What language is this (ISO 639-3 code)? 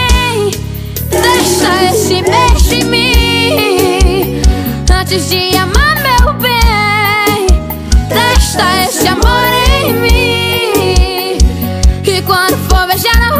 por